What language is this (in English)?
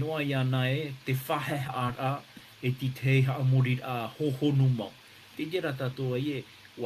Tahitian